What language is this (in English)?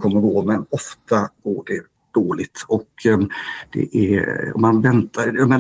Swedish